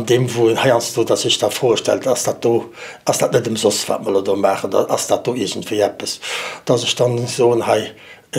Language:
Luxembourgish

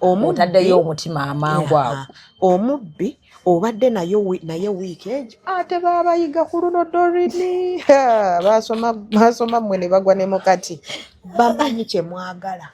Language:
Ganda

